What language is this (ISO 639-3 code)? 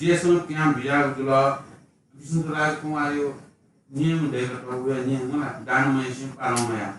new